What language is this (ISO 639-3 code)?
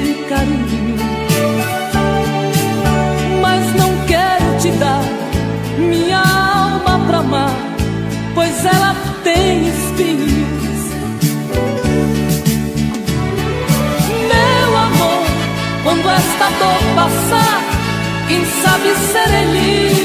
por